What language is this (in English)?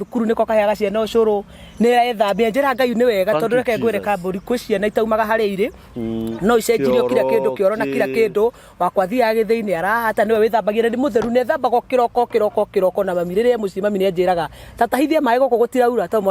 Kikuyu